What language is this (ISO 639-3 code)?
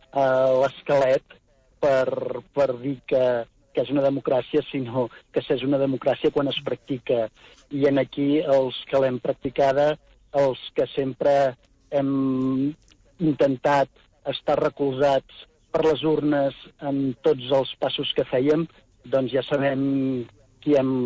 cat